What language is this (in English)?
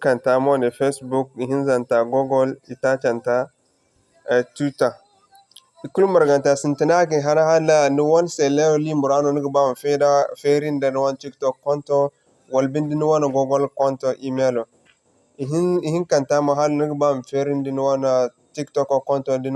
Zarma